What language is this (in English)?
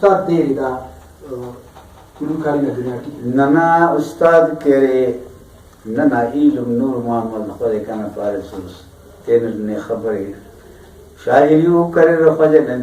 Brahui